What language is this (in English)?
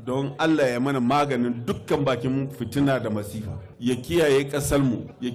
Hausa